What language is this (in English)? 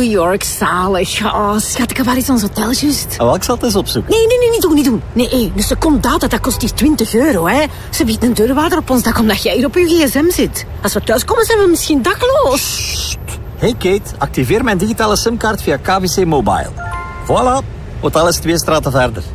Dutch